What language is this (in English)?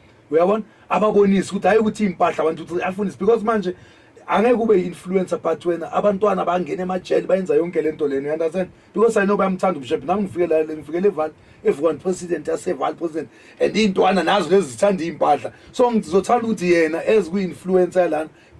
Zulu